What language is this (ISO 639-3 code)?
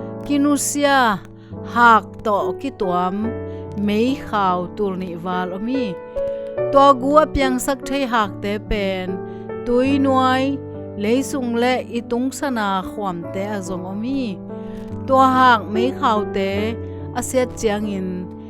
ctd